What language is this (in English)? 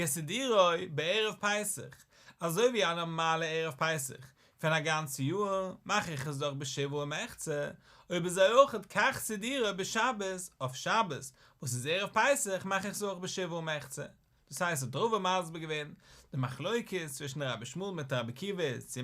Yiddish